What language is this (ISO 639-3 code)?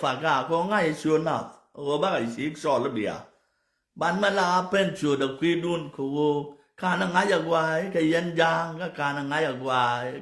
nus